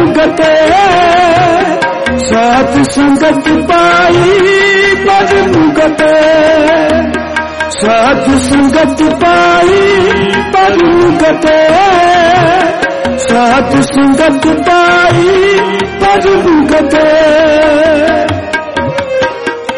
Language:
Hindi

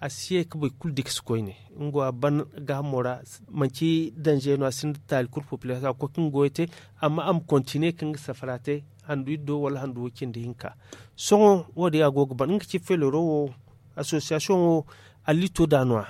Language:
Zarma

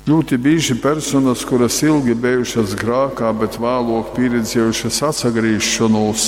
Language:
Latgalian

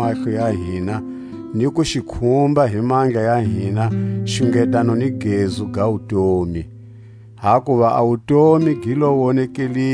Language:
Tswa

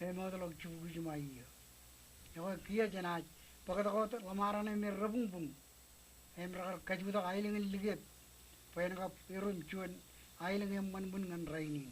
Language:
Marshallese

